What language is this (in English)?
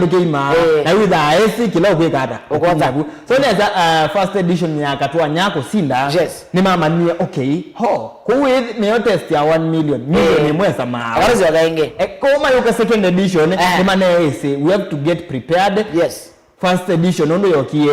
Kamba